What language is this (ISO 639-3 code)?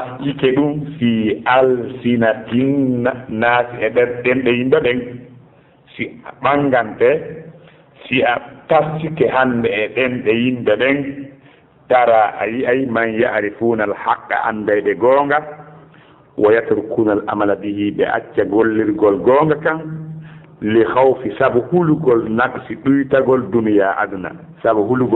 ful